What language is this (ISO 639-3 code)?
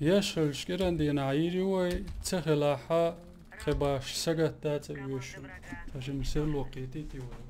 che